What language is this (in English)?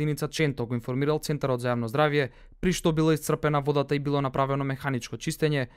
Macedonian